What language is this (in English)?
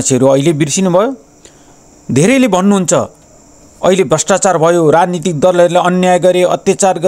Nepali